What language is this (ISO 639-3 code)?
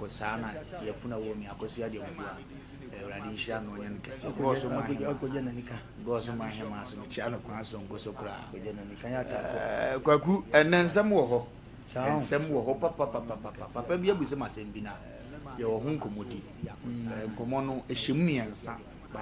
aka